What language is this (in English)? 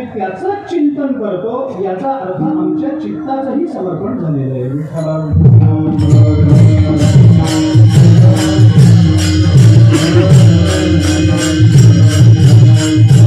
Marathi